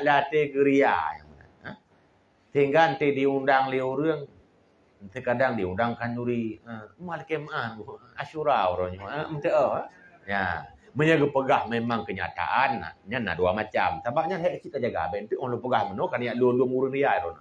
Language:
Achinese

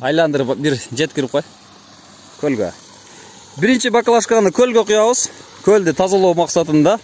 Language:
Kyrgyz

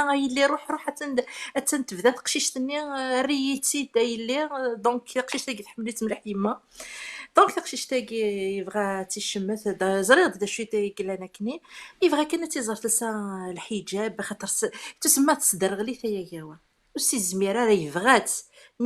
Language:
Kabyle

